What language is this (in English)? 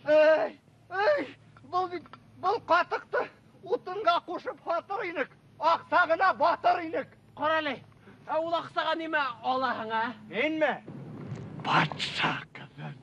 Bashkir